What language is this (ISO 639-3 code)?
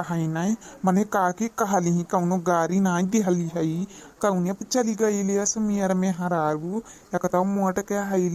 awa